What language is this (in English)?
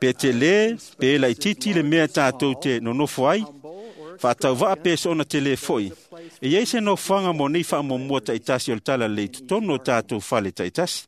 Samoan